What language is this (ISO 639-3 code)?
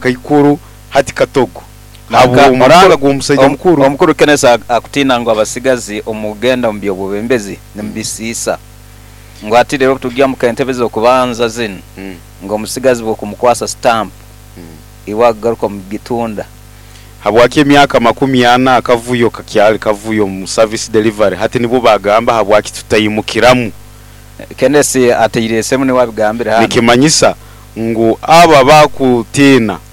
nyo